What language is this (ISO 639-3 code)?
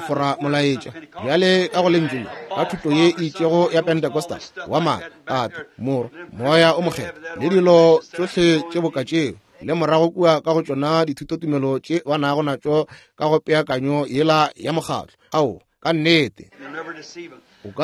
nso